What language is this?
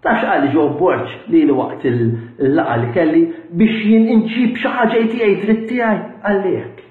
Maltese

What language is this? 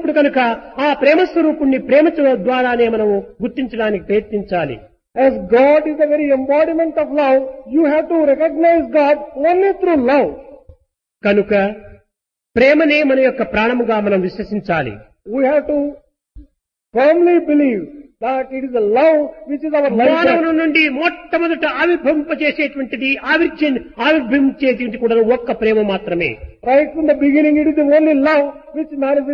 Telugu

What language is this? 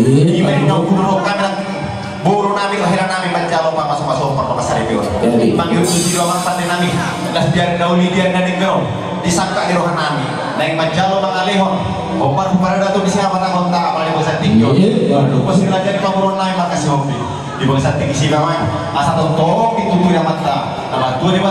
Batak Toba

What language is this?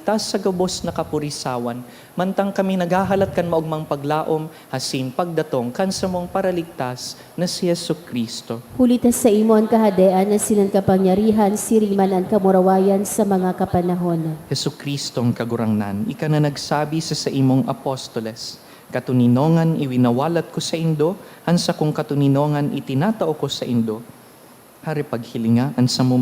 Bikol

